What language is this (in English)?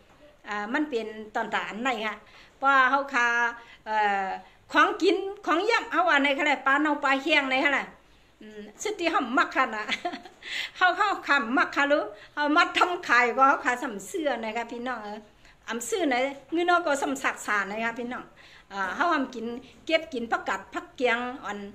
Shan